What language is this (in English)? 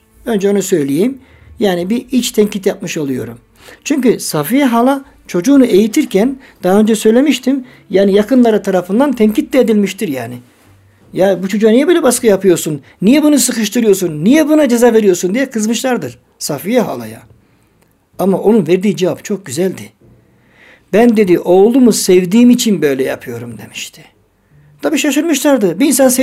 Turkish